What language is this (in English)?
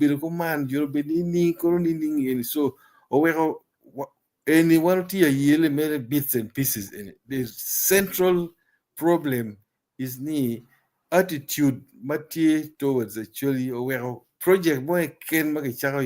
Acoli